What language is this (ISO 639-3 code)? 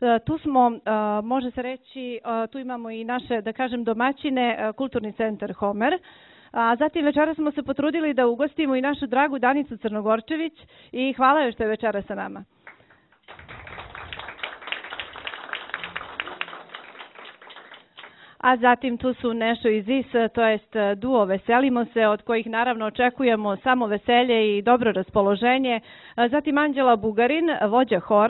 srp